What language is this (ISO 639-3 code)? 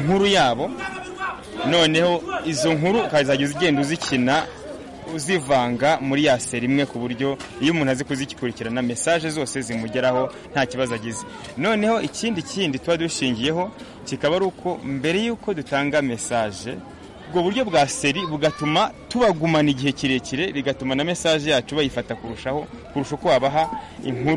kin